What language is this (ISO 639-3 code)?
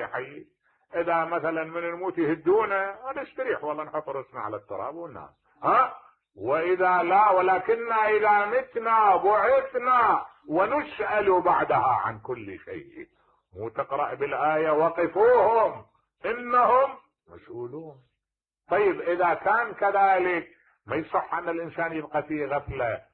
acm